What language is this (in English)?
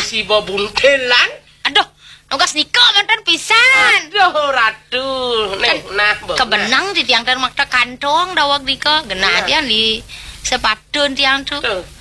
Balinese